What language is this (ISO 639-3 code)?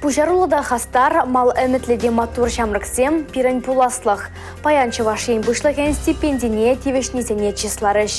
chv